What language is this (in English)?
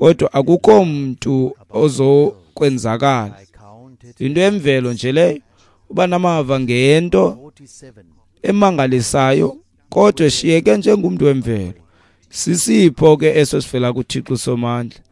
Xhosa